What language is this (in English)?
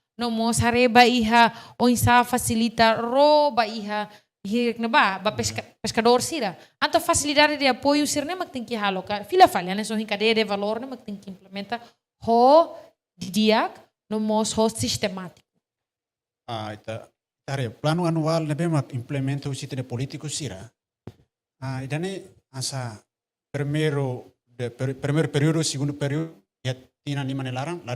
Tetum